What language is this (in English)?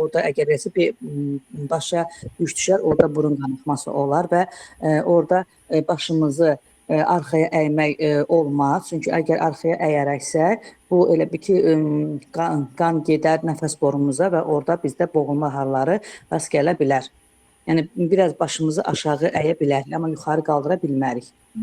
Azerbaijani